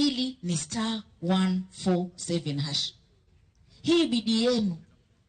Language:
Luo (Kenya and Tanzania)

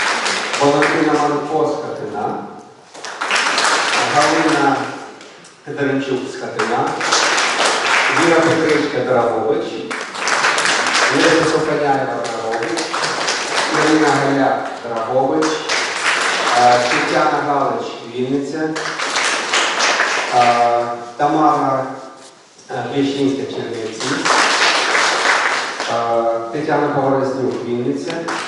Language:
Ukrainian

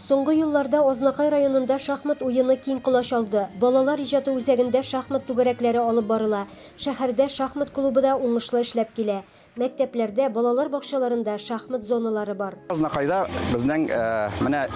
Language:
Tatar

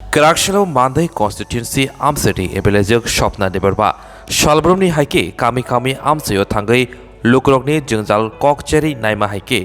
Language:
Kok Borok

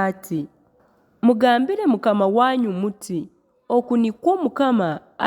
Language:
Nyankole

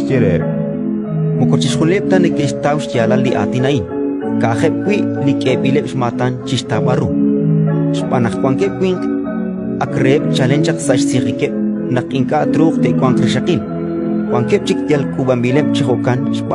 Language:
Kekchí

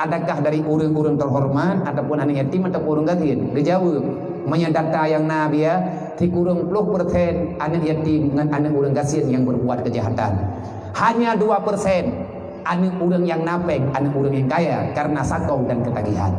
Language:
Achinese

